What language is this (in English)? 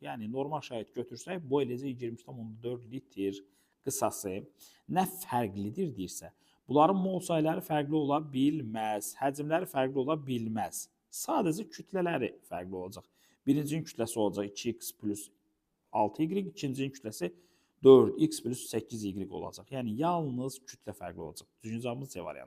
Azerbaijani